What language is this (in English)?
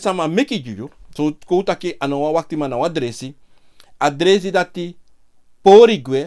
Sranan Tongo